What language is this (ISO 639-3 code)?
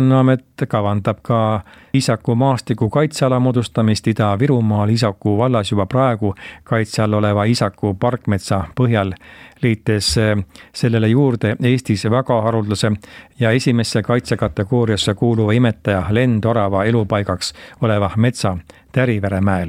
est